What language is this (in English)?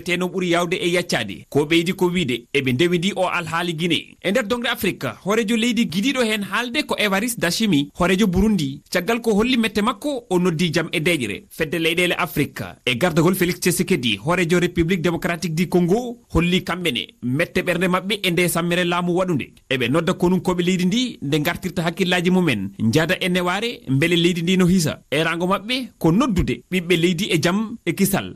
Fula